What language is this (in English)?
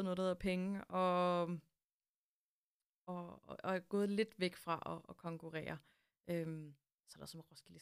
Danish